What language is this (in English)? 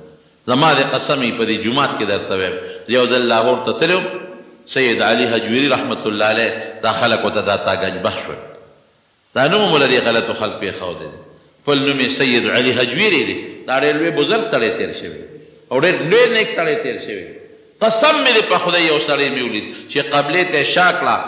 Pashto